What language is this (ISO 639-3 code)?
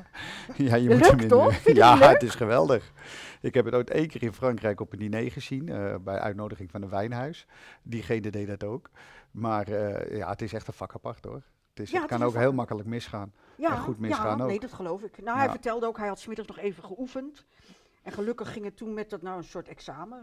nld